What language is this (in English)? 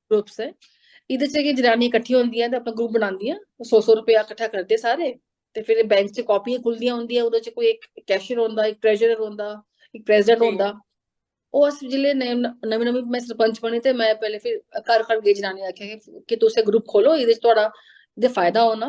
Dogri